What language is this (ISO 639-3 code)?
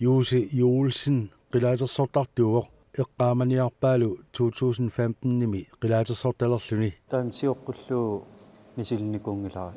kal